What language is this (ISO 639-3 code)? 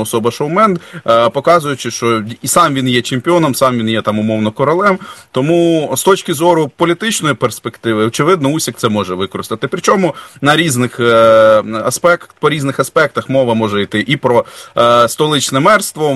ukr